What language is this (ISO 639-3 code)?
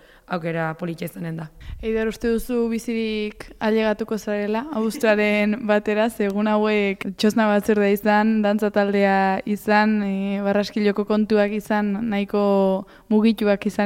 eus